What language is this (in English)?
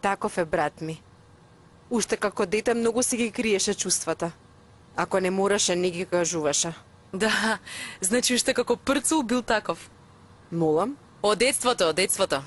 Macedonian